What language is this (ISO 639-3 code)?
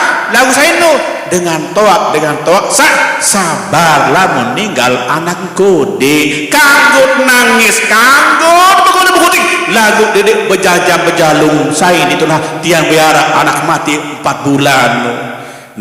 sas